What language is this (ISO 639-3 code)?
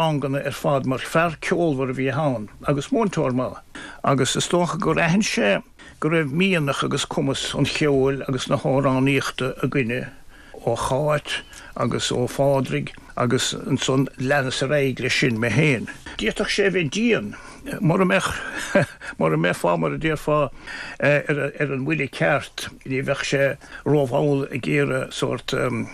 gle